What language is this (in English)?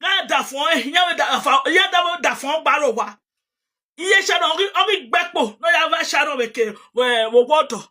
Nigerian Pidgin